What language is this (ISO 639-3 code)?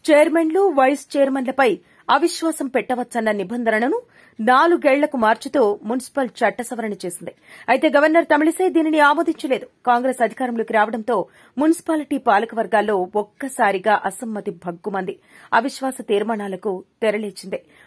tel